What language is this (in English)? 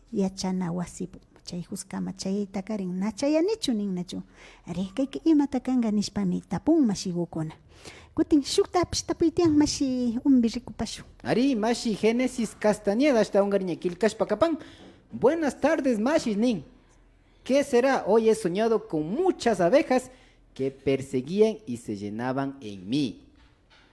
Imbabura Highland Quichua